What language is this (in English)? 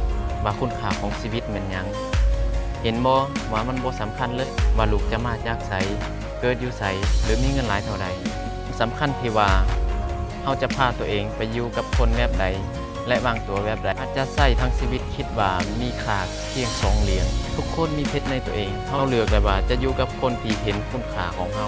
Lao